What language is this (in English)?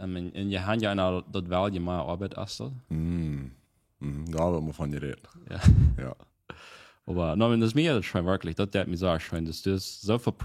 Plautdietsch